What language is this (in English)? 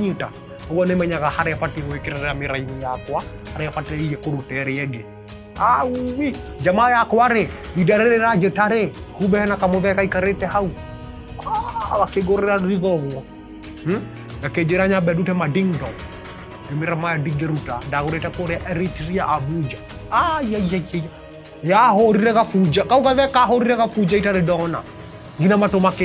Kikuyu